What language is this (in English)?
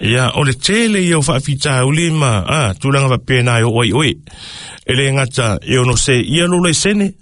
Samoan